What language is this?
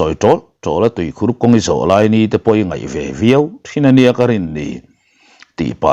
Mizo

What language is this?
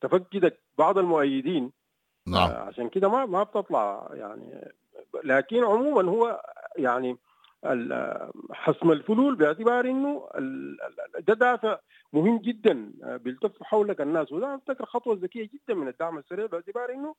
Sudanese Arabic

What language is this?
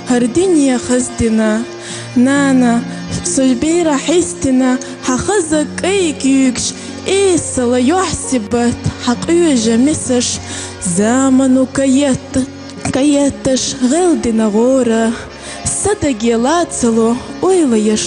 Chechen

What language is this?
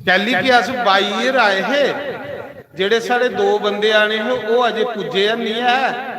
Dogri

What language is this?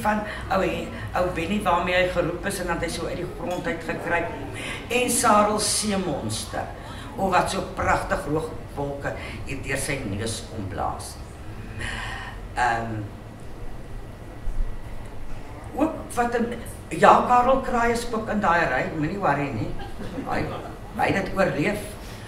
Afrikaans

